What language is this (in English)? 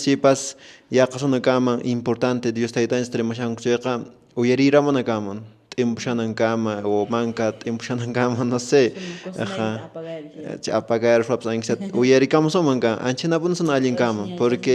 Quechua